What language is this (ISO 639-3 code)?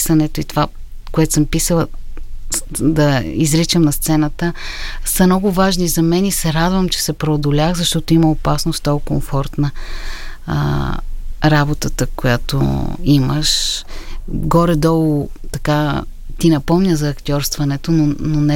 bul